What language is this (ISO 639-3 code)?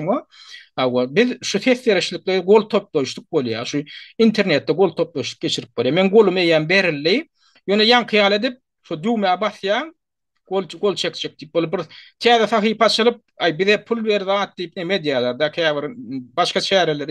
tuk